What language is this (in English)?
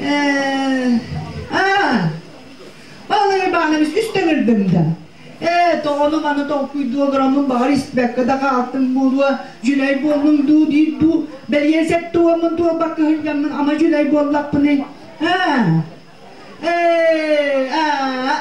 Yakut